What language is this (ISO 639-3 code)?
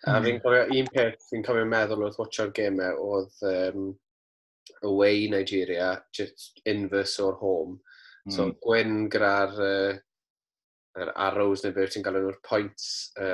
cym